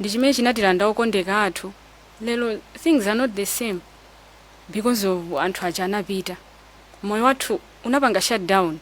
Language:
Nyanja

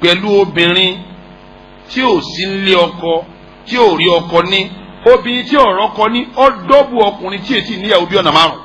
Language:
Yoruba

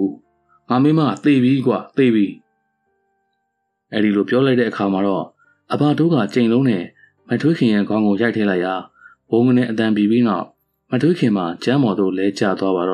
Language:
Burmese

